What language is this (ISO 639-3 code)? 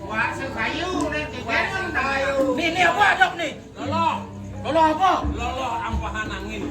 ban